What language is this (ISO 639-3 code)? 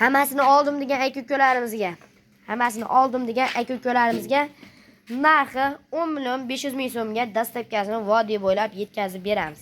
uzb